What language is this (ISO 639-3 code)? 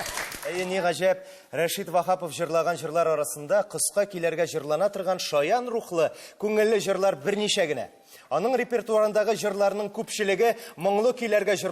tat